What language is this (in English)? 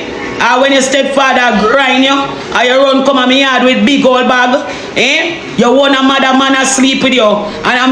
Jamaican Creole English